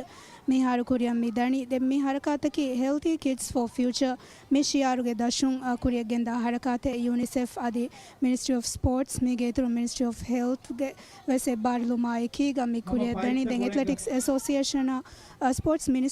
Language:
Divehi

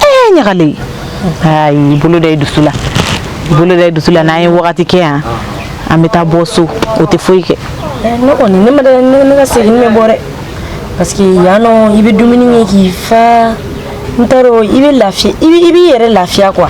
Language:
Bambara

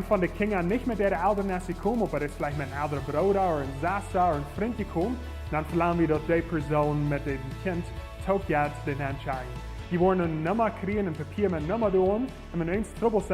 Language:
Plautdietsch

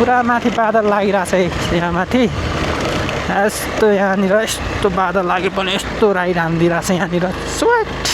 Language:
Nepali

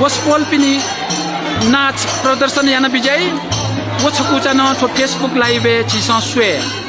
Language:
Newari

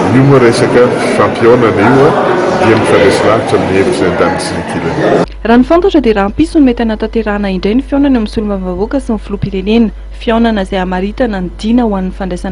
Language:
Malagasy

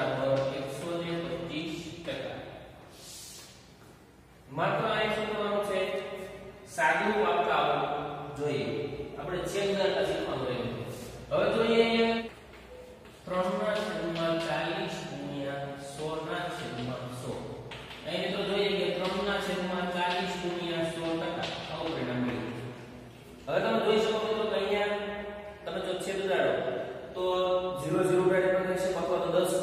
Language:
Gujarati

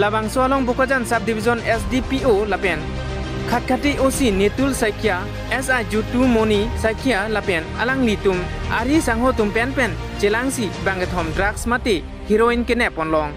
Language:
Karbi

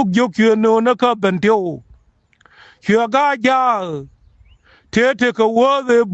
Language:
Nuer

